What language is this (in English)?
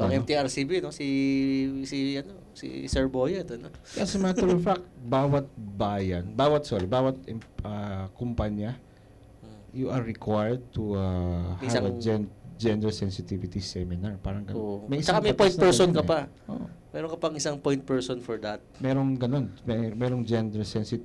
Filipino